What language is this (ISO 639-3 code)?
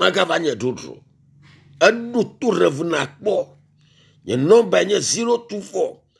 ewe